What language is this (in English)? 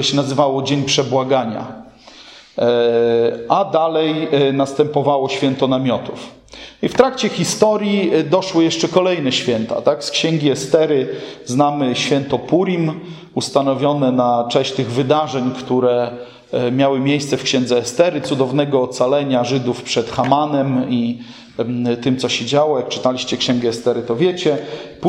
Polish